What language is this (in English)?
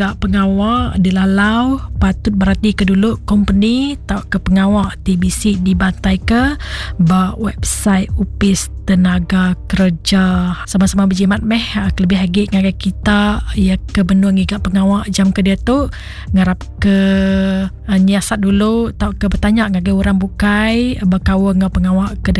Iban